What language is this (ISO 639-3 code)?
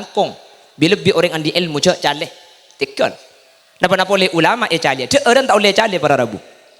mad